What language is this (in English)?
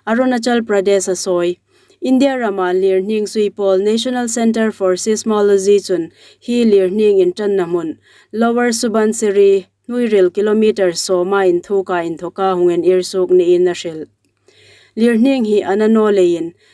Hmar